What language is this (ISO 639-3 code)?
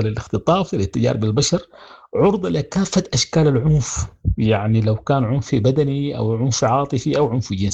apd